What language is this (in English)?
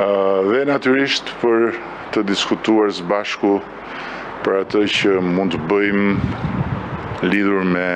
Albanian